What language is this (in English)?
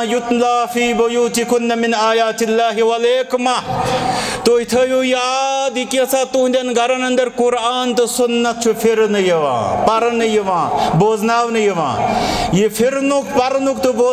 Kashmiri